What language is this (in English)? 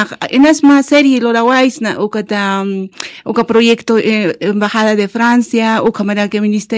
Aymara